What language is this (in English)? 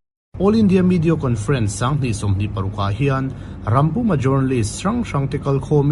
Mizo